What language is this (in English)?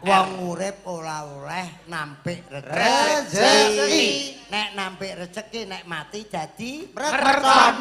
Javanese